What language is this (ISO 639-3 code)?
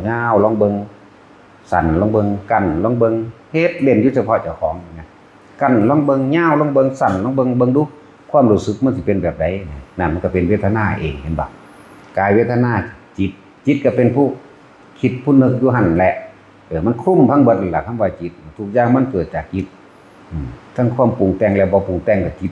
tts